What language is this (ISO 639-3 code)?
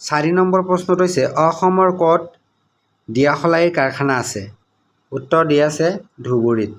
asm